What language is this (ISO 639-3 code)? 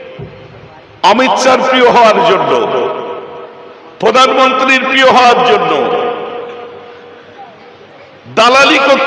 ben